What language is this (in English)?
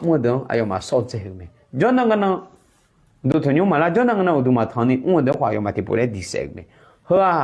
Akha